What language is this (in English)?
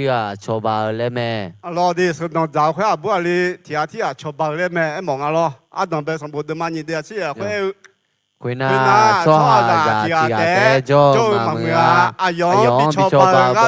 Akha